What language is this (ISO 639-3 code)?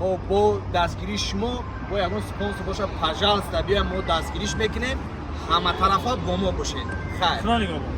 tgk